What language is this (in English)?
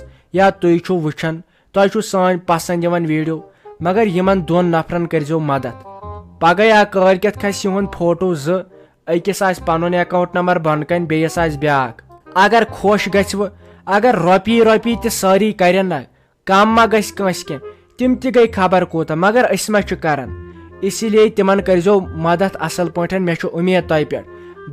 Kashmiri